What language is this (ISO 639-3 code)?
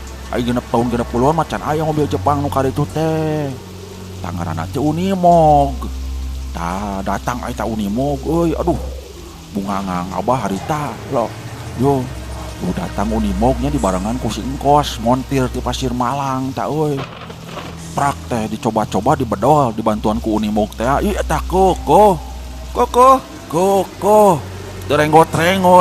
sun